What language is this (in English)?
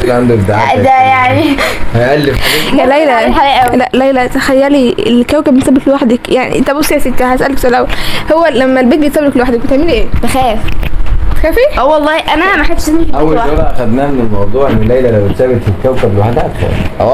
Egyptian Arabic